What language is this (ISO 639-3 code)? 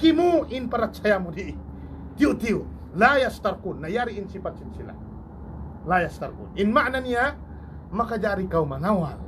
tsg